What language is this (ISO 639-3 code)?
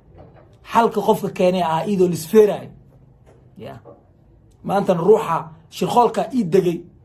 som